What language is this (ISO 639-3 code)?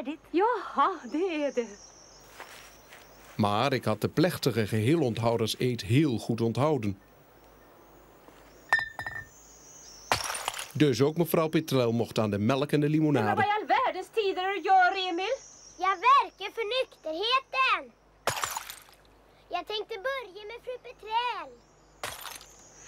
nld